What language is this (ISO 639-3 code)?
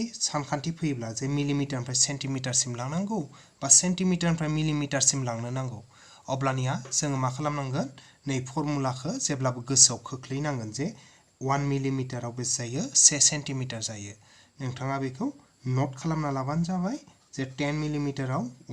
brx